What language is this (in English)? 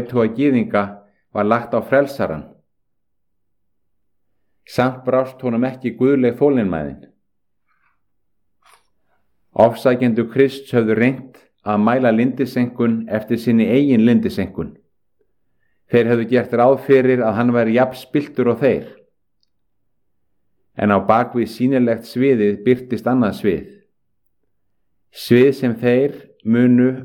Icelandic